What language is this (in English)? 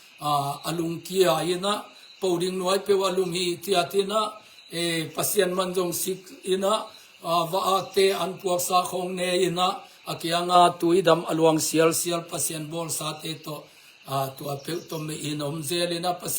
Tedim Chin